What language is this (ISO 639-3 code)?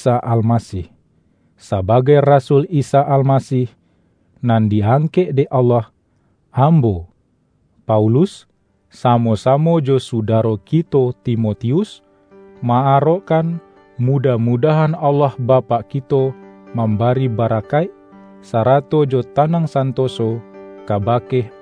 min